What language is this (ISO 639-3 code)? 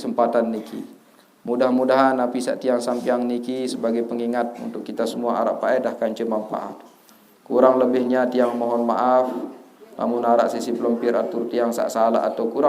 sas